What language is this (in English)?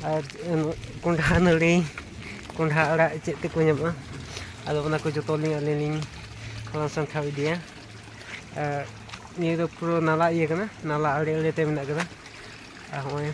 Santali